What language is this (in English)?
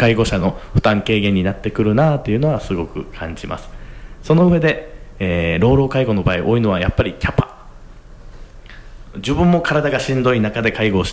Japanese